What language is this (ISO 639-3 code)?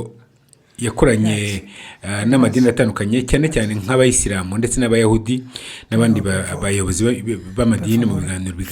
kin